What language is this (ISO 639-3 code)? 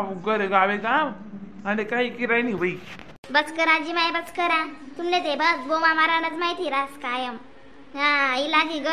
khn